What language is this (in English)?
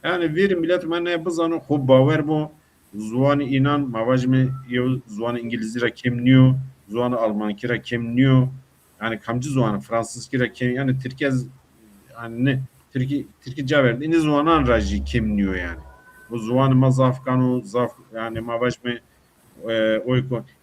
Zaza